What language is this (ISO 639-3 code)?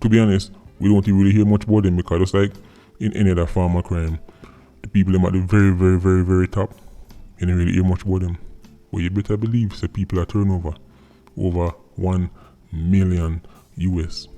jam